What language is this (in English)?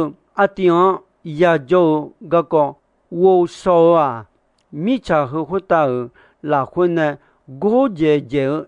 Akha